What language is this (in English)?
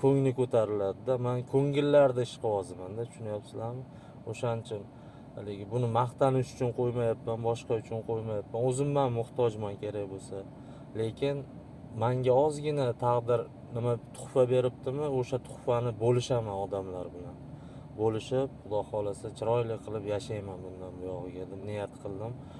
Uzbek